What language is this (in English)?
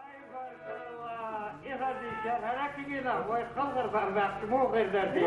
Chechen